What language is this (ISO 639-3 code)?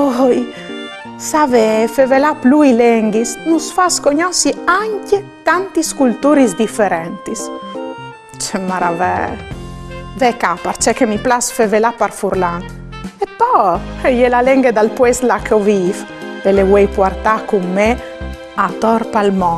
fur